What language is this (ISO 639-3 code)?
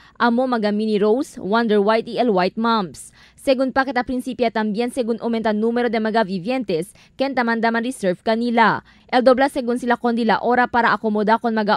cbk